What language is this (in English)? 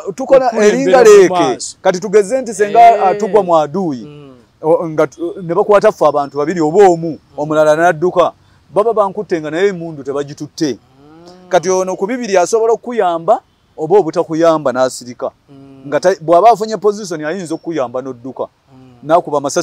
Ganda